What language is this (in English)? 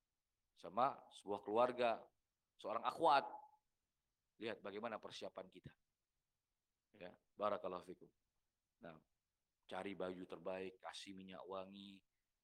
Indonesian